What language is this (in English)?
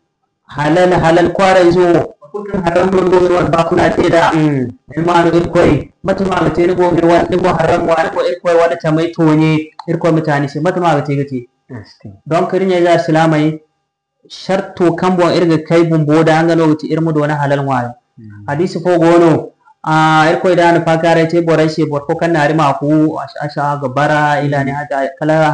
Zarma